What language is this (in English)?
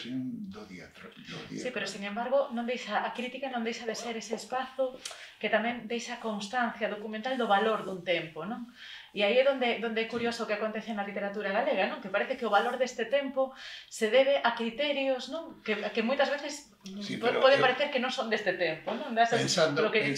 Galician